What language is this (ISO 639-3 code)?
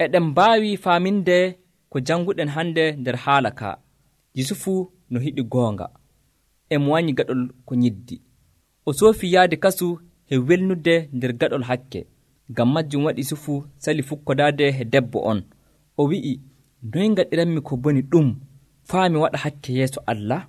fuv